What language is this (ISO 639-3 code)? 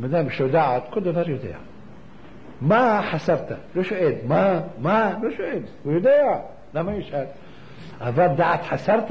heb